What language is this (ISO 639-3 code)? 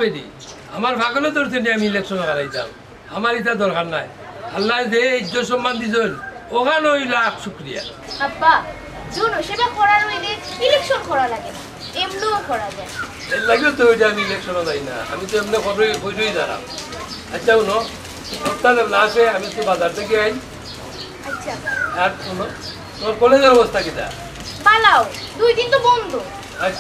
syl